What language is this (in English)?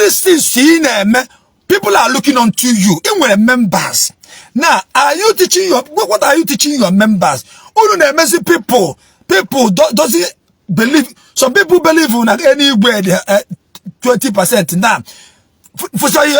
Igbo